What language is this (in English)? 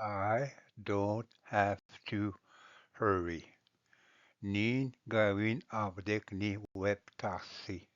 Ojibwa